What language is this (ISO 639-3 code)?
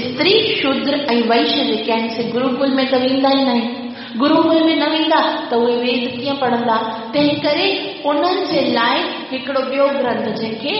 snd